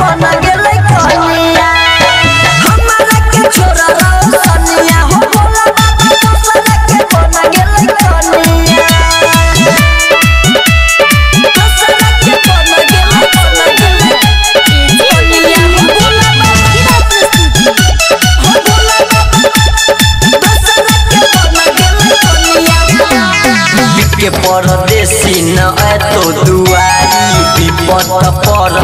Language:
Bhojpuri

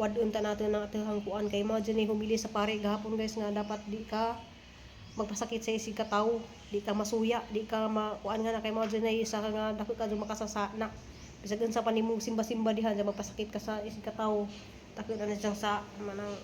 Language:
Cebuano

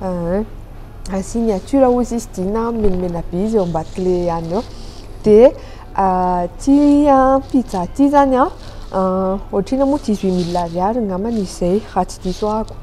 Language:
Malagasy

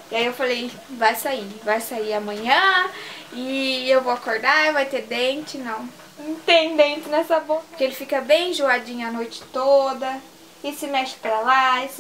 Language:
Portuguese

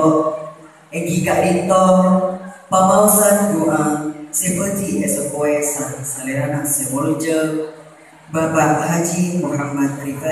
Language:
Madurese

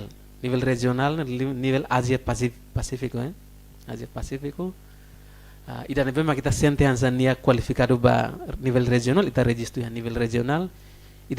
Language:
Tetum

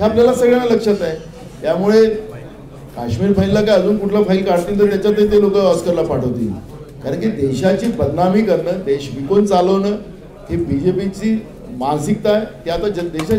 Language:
Marathi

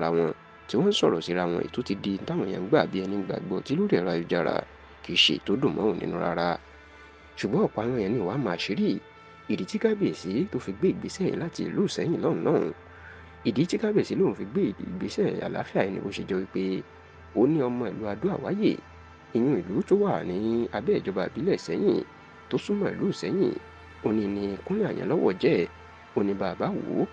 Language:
Yoruba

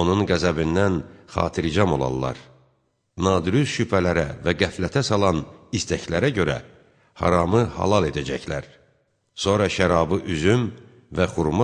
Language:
Azerbaijani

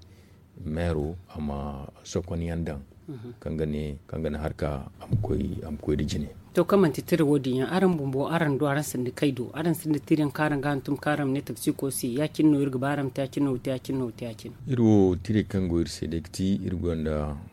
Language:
Zarma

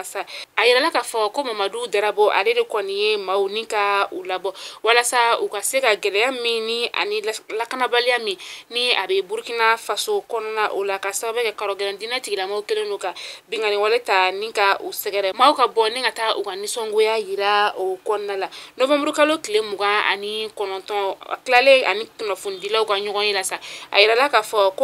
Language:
Bambara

